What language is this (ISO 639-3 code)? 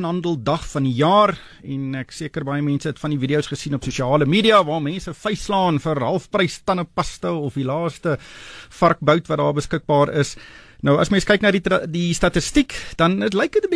afr